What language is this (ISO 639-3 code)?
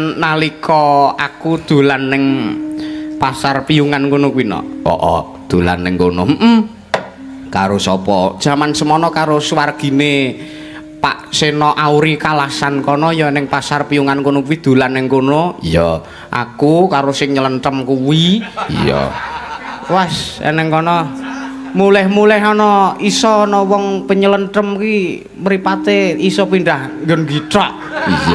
jav